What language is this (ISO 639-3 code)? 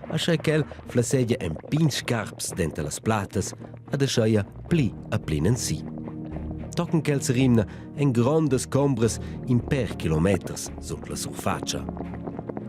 roh